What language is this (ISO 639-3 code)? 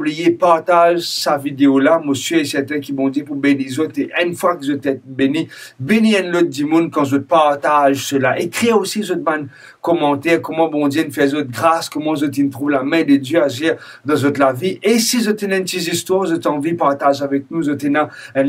mfe